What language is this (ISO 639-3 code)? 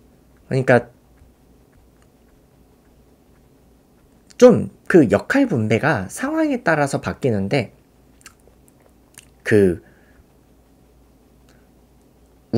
kor